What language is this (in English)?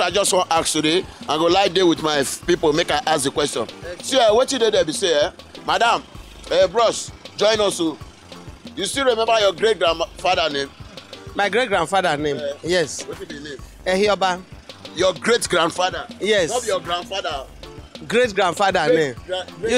Nigerian Pidgin